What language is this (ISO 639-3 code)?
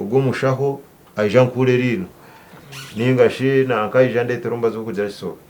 nyn